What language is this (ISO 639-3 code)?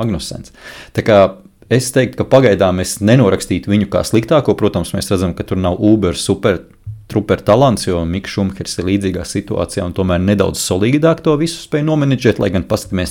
lav